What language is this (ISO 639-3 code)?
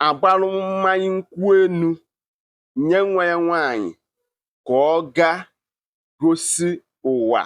ibo